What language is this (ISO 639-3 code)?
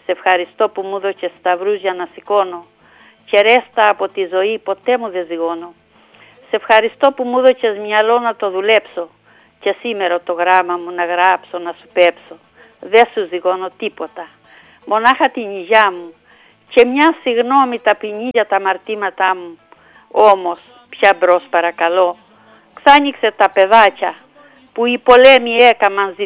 ell